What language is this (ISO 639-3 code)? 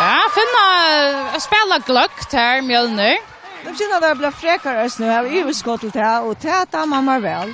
fao